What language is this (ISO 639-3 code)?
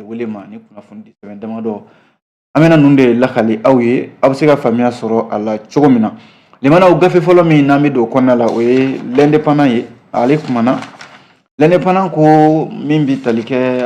bam